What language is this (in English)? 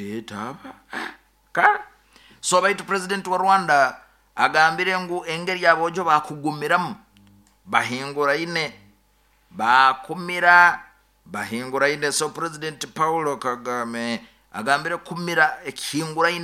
Nyoro